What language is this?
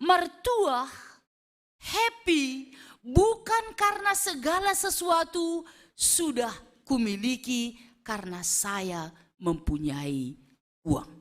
Batak Simalungun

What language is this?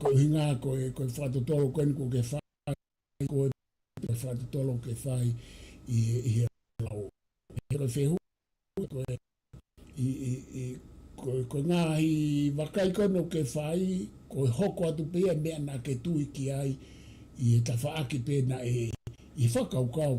Tongan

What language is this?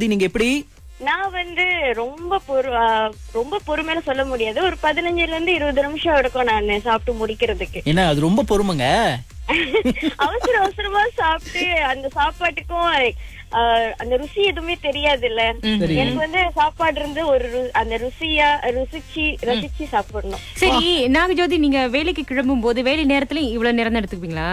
Tamil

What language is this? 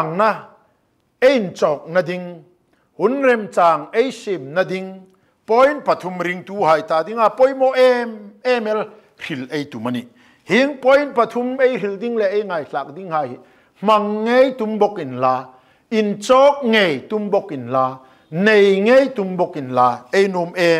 Hmar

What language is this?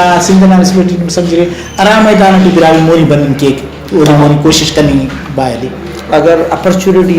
Brahui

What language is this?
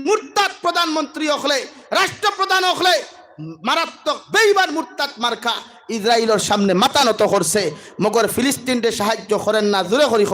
Sylheti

